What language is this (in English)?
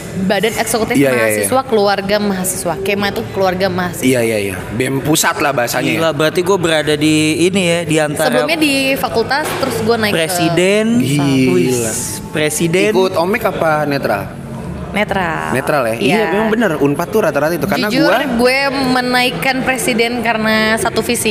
Indonesian